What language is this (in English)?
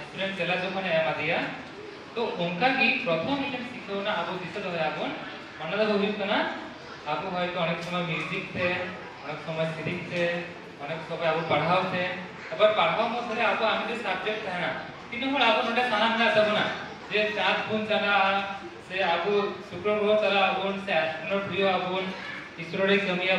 Santali